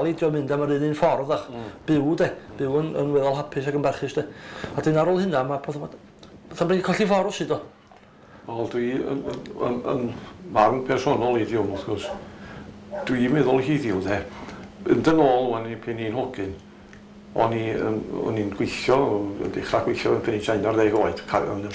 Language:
Welsh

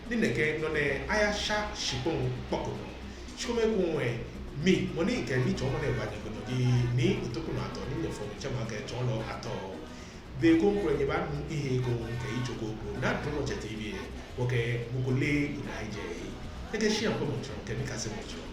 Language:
Ga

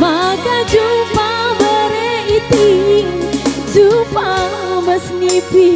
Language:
Batak Karo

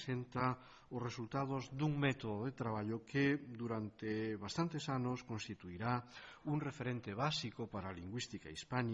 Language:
Galician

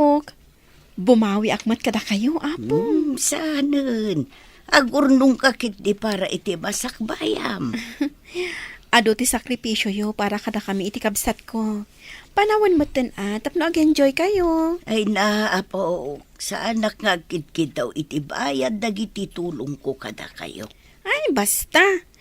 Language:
Iloko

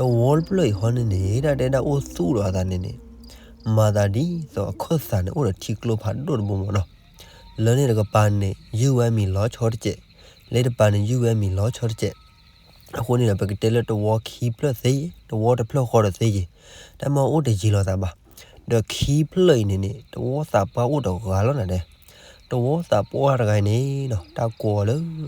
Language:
S'gaw Karen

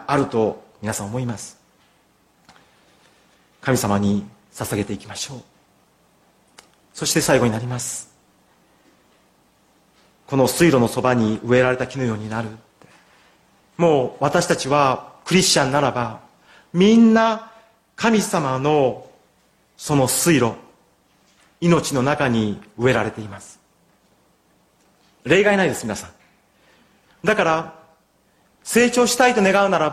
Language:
Japanese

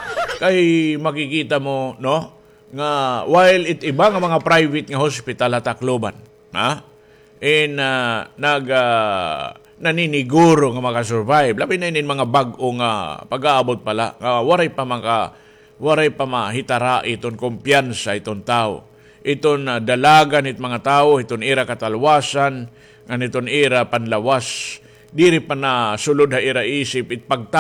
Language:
Waray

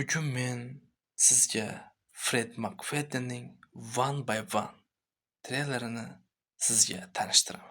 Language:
Uzbek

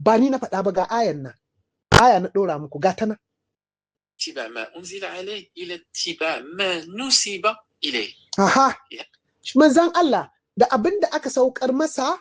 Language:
Hausa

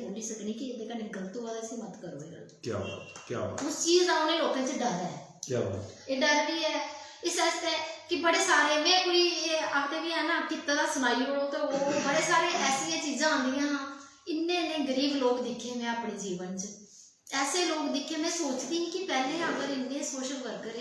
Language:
Dogri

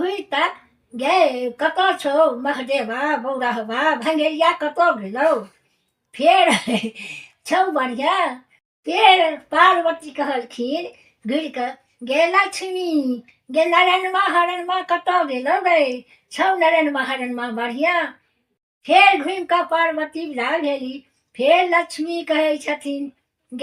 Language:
Maithili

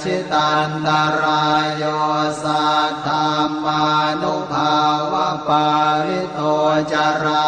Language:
Pali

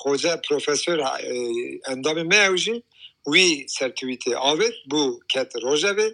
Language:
Kurdish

